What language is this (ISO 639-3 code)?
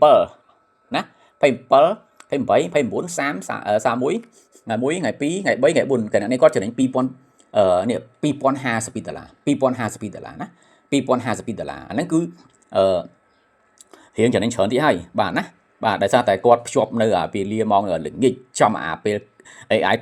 khm